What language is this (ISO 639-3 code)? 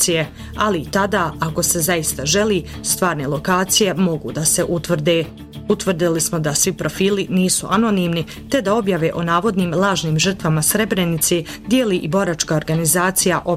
bos